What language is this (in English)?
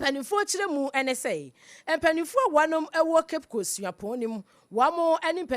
Akan